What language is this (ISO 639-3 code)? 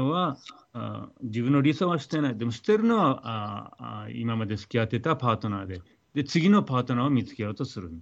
jpn